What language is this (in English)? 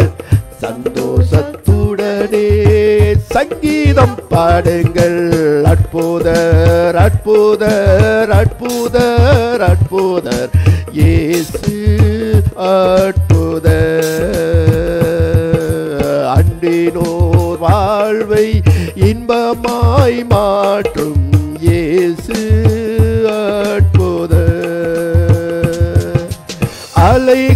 Tamil